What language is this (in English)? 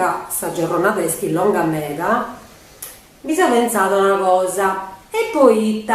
Sardinian